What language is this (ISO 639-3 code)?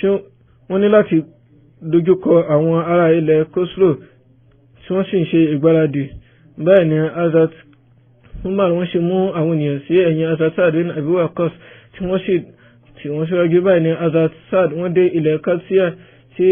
yor